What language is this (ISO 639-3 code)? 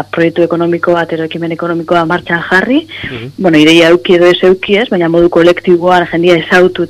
eus